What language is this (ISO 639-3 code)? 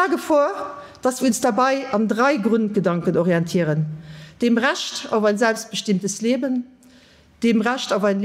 ltz